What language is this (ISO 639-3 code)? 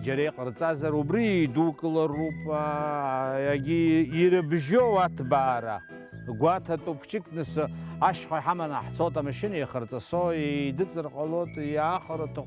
abk